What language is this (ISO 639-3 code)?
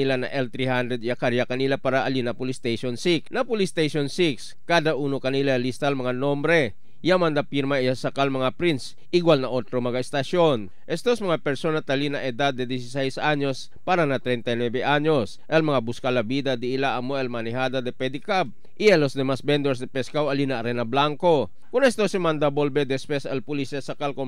cbk